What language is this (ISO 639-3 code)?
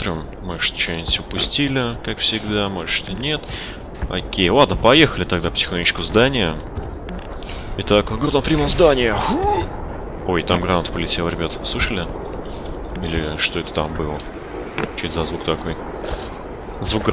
rus